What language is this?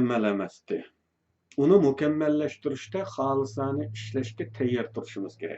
Uyghur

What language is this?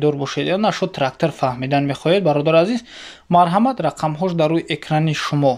Tajik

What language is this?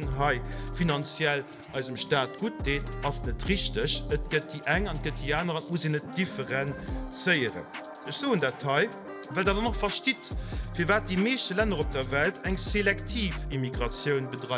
Luxembourgish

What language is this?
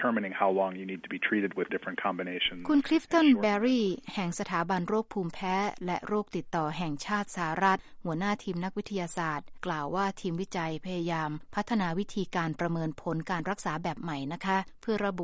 Thai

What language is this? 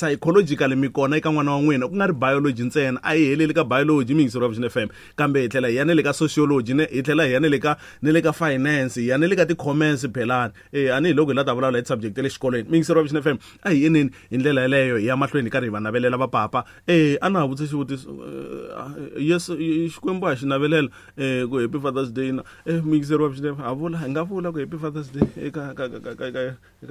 Tsonga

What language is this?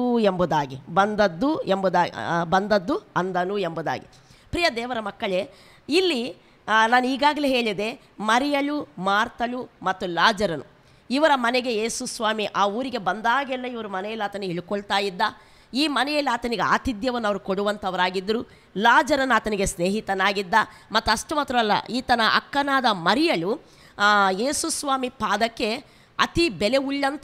Kannada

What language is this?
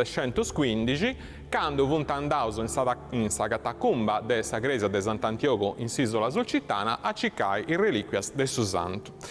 Sardinian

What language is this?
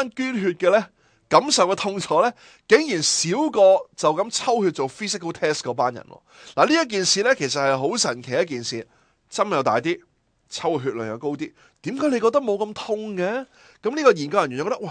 Cantonese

